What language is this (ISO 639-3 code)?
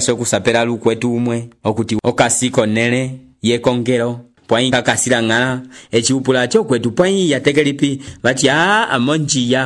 umb